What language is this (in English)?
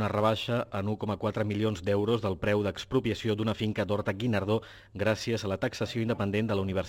Catalan